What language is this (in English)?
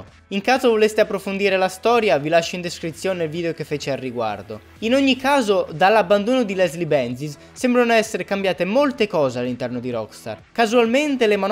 Italian